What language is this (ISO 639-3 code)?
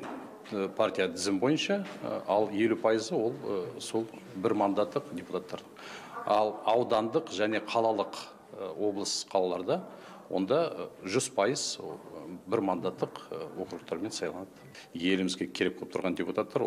kaz